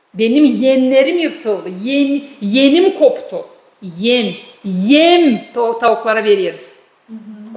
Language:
Gagauz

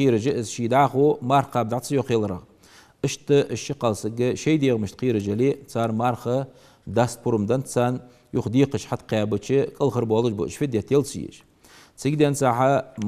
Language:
Ingush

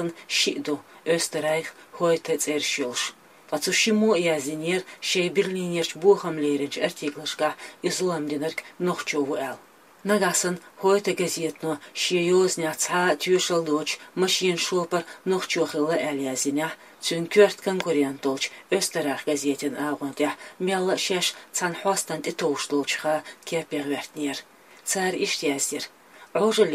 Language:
Chechen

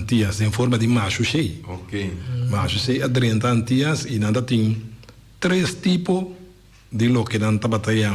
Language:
Papiamento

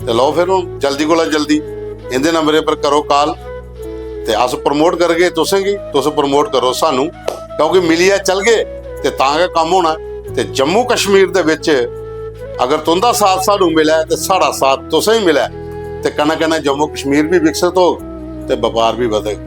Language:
Dogri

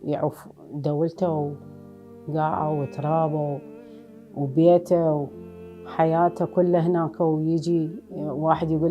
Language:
Mesopotamian Arabic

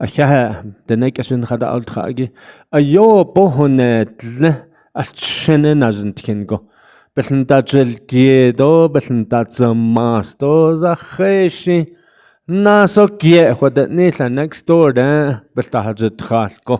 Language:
Navajo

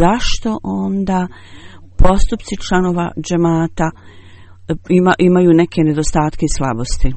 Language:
Bosnian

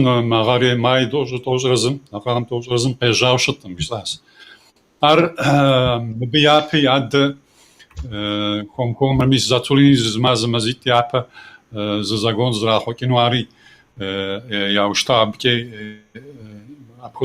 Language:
Kabardian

